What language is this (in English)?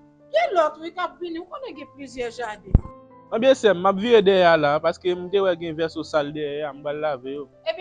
Haitian Creole